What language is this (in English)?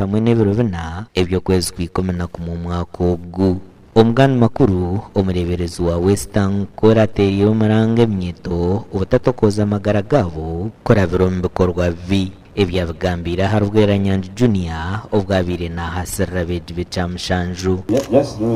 Nyankole